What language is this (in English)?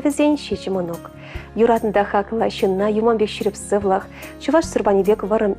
Chuvash